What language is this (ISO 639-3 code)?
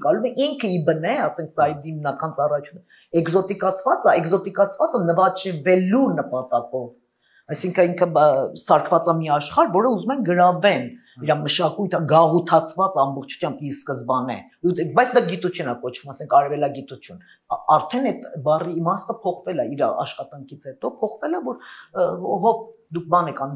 hye